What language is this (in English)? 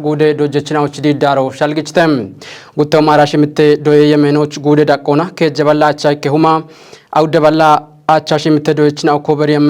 Kafa